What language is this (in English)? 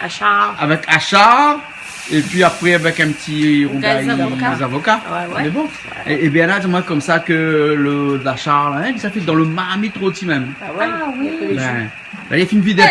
Réunion Creole French